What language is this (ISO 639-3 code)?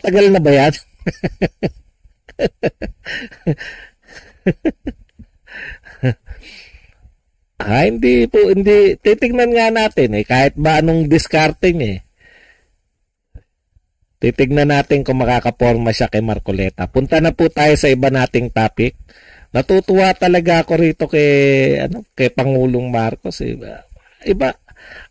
fil